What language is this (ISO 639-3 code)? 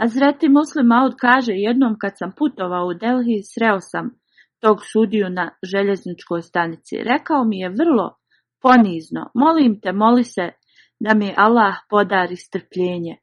bos